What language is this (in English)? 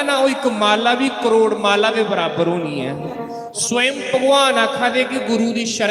Dogri